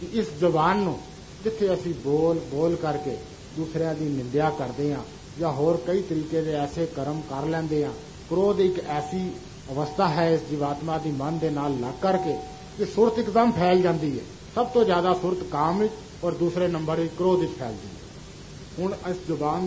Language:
Punjabi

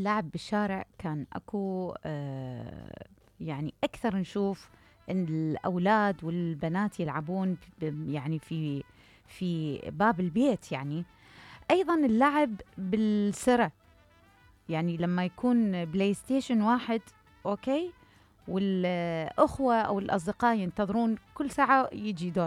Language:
Mesopotamian Arabic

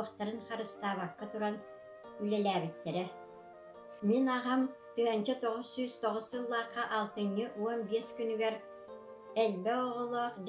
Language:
Yakut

